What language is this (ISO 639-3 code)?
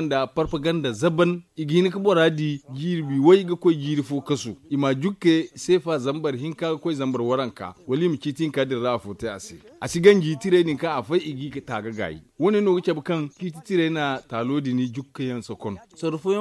dje